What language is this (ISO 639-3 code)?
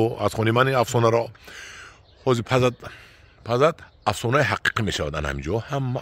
tgk